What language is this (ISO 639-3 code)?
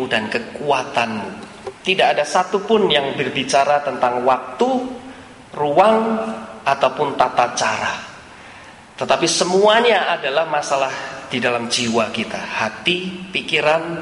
ind